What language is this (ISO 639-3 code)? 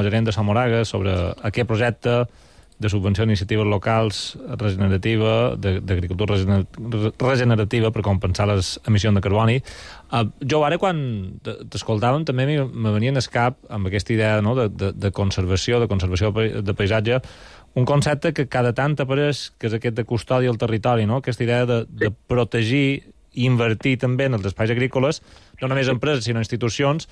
cat